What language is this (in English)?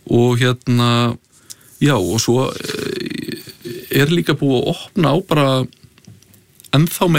Icelandic